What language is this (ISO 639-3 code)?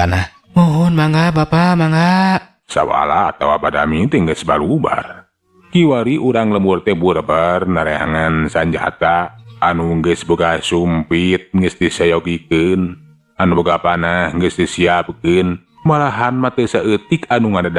sun